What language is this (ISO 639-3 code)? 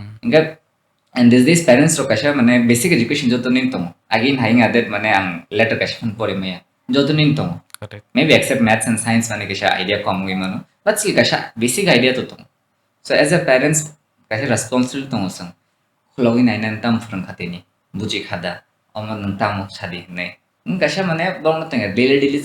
trp